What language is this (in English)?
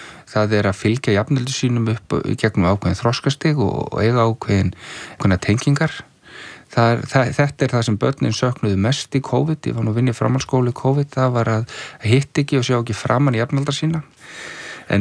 Icelandic